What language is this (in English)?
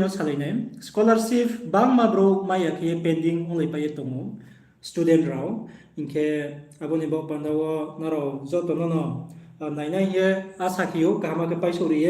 Riang (India)